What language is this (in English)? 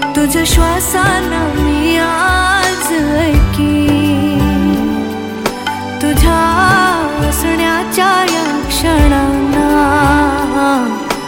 Marathi